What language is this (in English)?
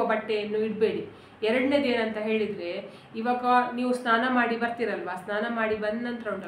Kannada